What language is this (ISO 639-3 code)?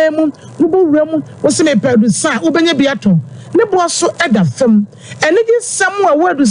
aka